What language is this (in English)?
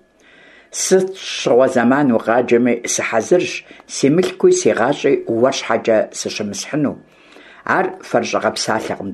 Kabardian